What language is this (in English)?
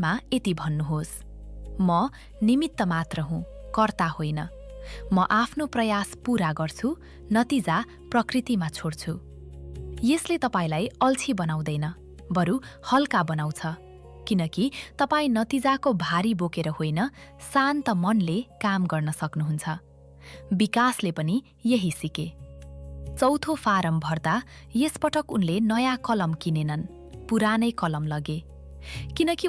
Nepali